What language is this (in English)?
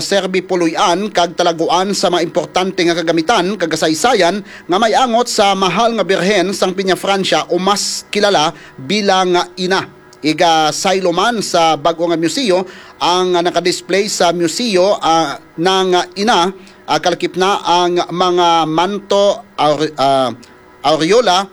Hiligaynon